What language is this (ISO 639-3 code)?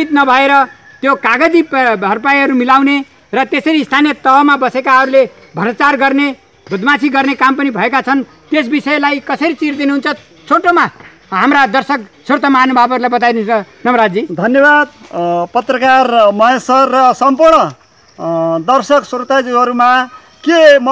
nep